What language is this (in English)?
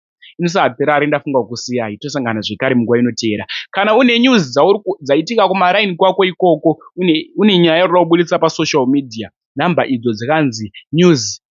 Shona